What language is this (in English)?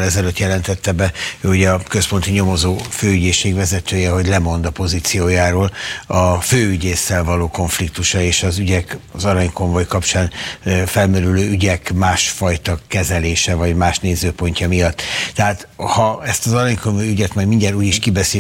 Hungarian